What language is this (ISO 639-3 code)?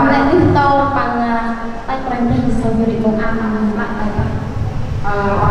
cmo